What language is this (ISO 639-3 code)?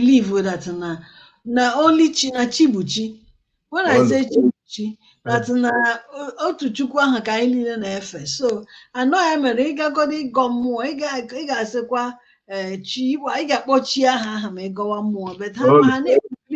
ibo